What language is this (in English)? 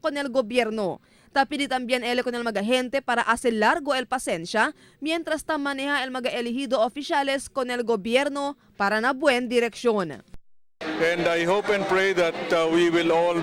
Chavacano